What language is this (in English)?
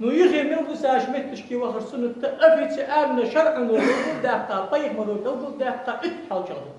Ingush